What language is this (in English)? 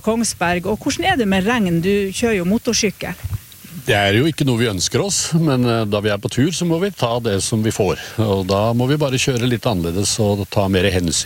Norwegian